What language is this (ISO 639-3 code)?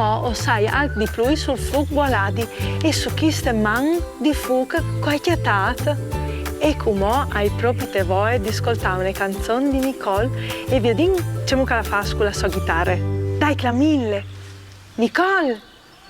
fur